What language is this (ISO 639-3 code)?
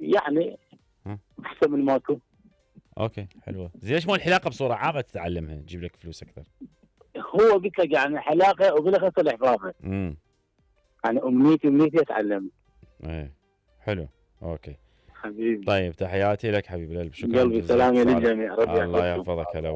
acm